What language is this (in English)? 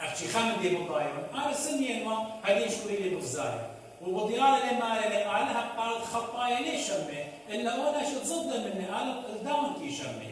Assyrian Neo-Aramaic